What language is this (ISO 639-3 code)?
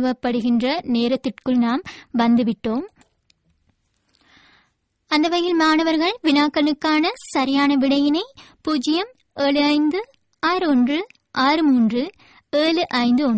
tam